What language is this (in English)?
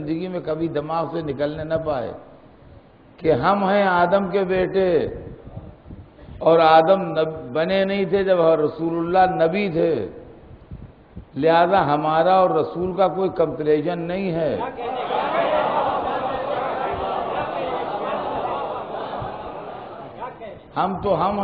Urdu